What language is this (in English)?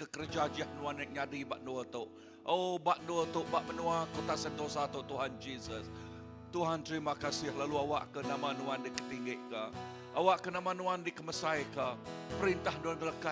Iban